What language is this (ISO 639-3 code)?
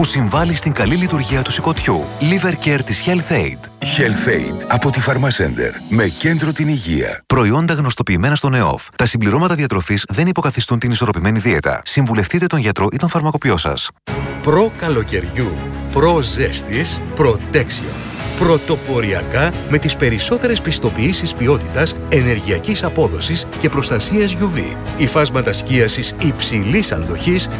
ell